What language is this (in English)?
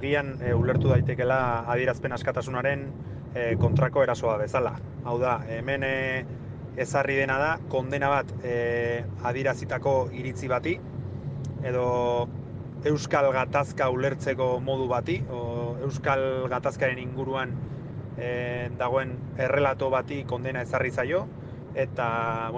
Basque